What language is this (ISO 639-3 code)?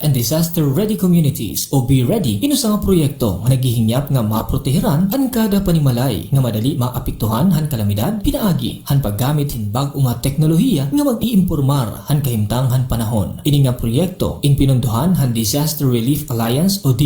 war